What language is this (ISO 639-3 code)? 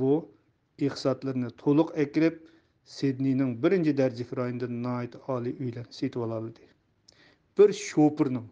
uig